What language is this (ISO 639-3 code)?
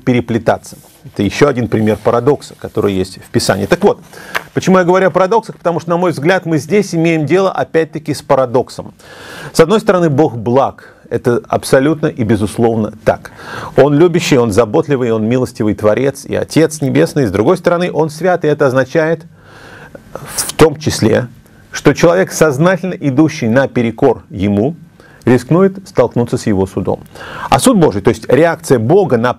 rus